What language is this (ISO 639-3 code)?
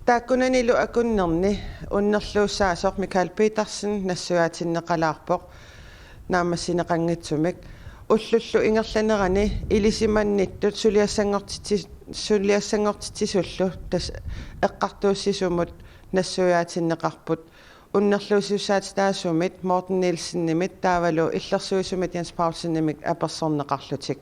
kal